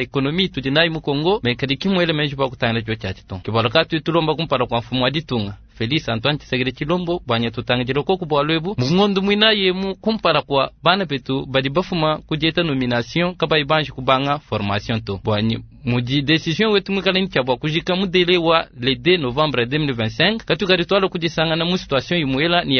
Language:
Luba-Lulua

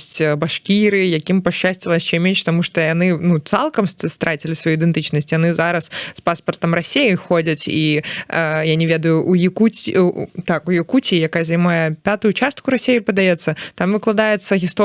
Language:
Belarusian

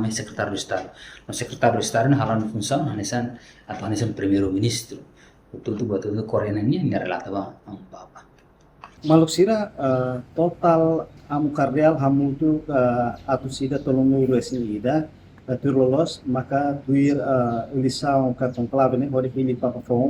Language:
Tetum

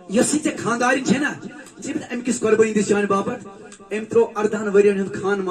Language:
Kashmiri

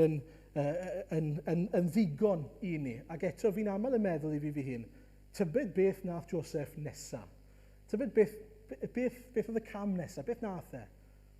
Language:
Welsh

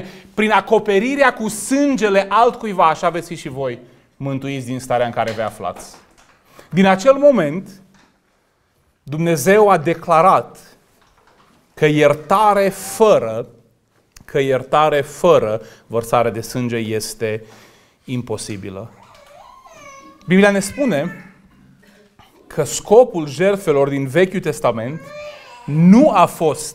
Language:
Romanian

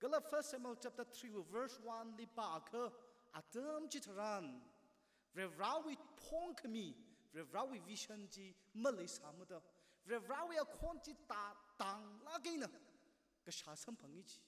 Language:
Tangkhul Naga (India)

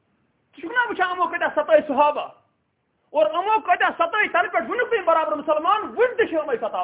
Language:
Kashmiri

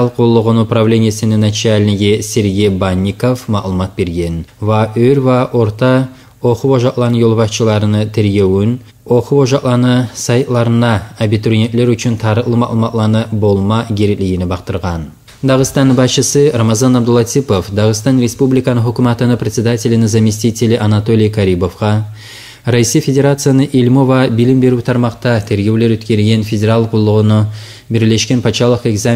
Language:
Kumyk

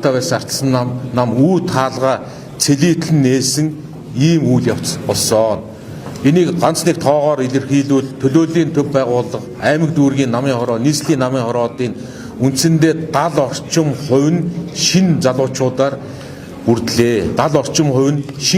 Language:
Mongolian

